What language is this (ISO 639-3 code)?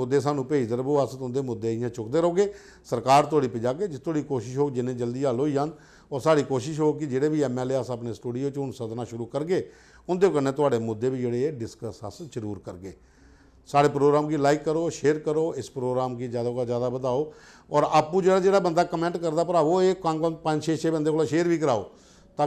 doi